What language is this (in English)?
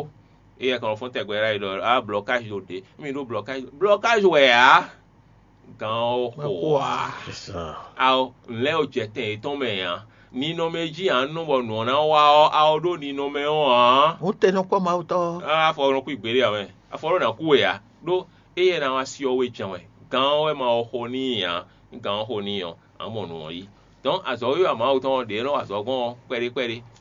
Fon